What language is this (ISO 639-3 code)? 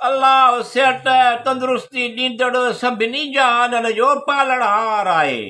snd